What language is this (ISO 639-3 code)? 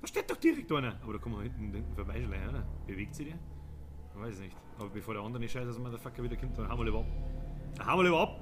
bar